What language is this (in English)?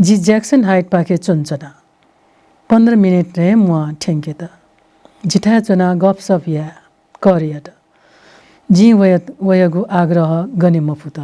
Newari